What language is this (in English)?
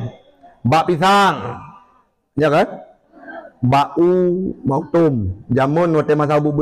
Achinese